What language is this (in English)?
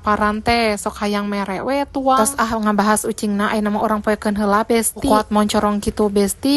Sundanese